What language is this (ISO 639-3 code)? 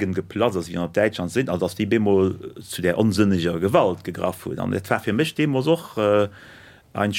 ltz